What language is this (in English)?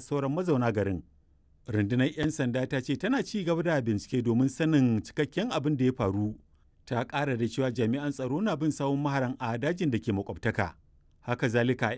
Hausa